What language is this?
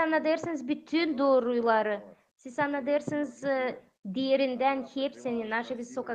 Gagauz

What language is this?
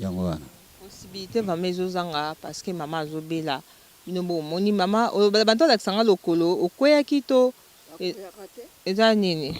Lingala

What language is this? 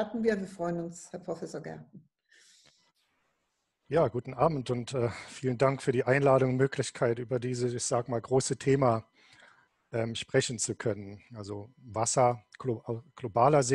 German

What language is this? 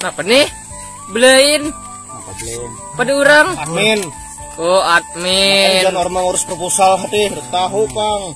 Banjar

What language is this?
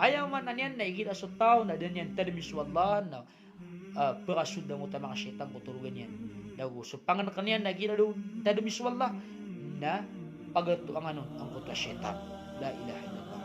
Maranao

